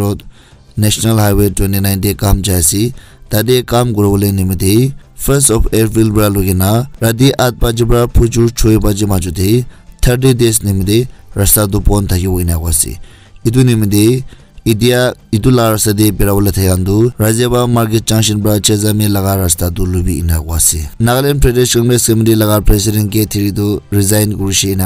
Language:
Naga Pidgin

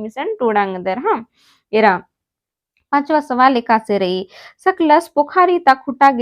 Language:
Kurukh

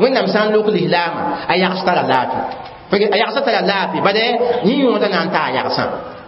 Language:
Mossi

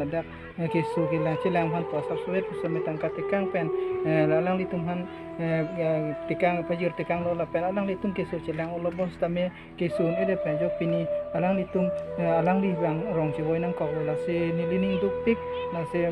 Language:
Karbi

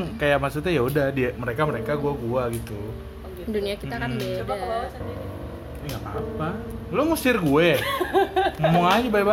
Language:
Indonesian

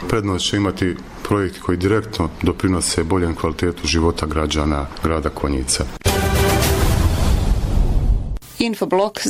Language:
Bosnian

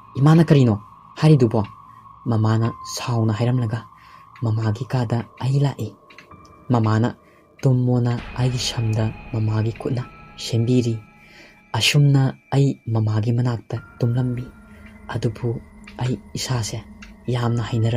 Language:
Manipuri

